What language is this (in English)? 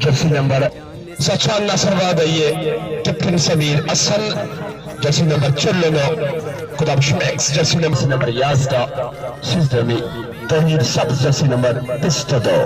Baluchi